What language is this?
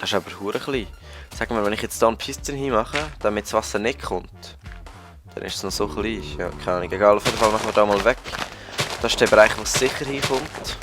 Swiss German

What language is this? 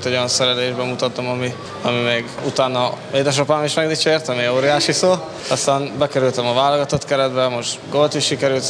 Hungarian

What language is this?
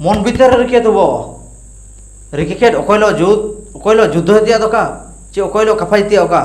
Ho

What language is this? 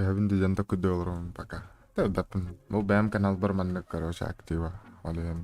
Yakut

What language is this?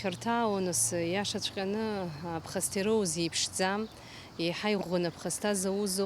Abkhazian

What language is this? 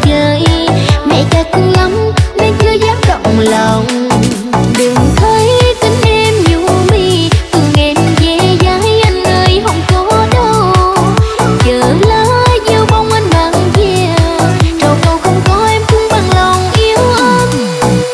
Vietnamese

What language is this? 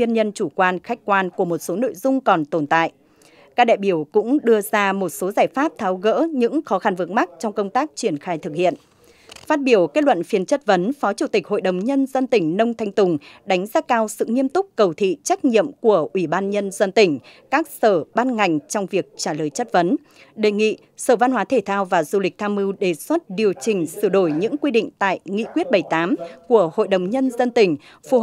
Vietnamese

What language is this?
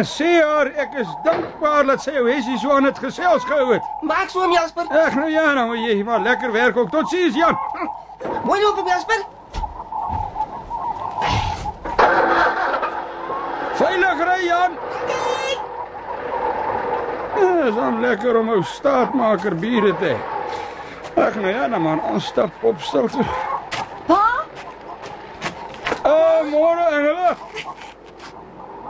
Afrikaans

